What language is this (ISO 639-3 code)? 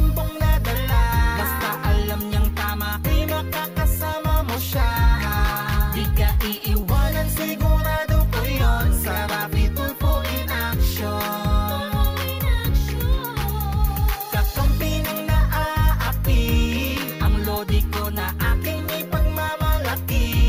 fil